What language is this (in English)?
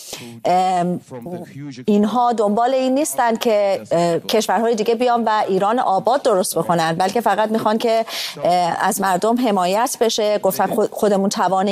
Persian